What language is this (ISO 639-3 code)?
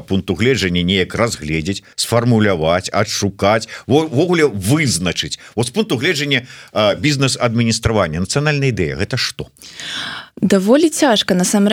bel